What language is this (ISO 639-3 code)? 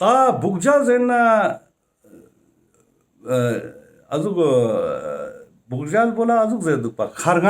lbj